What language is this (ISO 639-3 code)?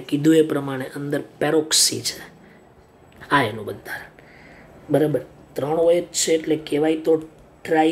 guj